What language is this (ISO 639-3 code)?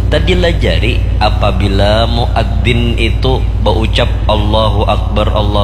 bjn